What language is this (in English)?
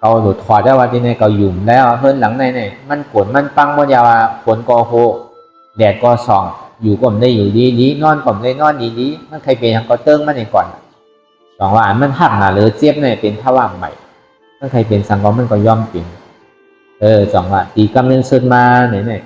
Shan